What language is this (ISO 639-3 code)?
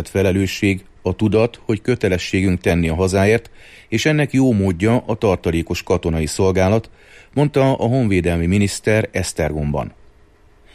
hun